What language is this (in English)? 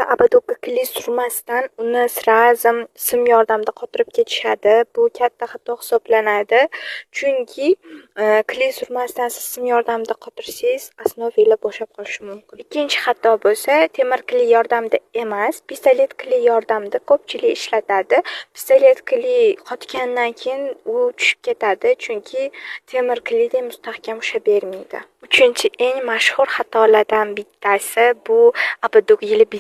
Uzbek